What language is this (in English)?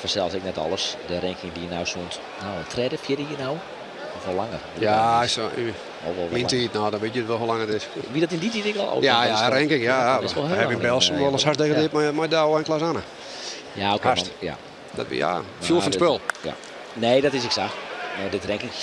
Western Frisian